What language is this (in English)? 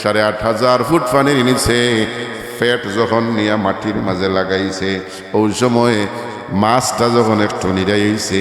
Sylheti